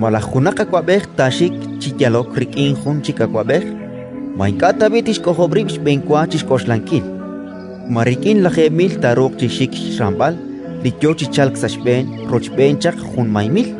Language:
Kekchí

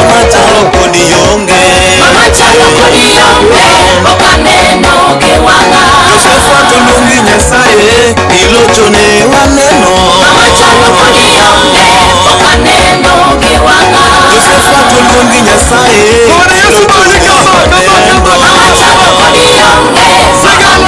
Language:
Luo (Kenya and Tanzania)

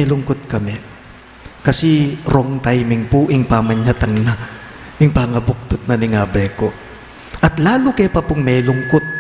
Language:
Pampanga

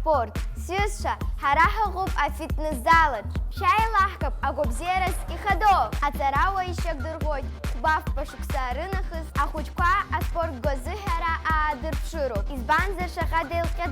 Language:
Abkhazian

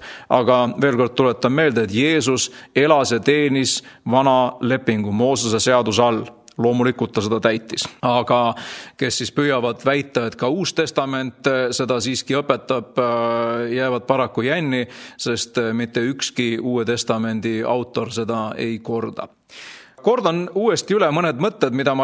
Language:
Estonian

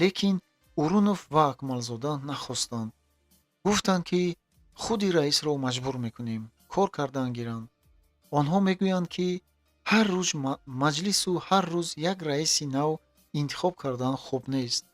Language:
Tajik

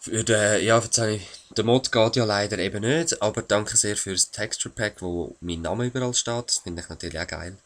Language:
Swiss German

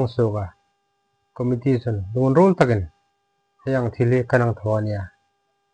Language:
Hmar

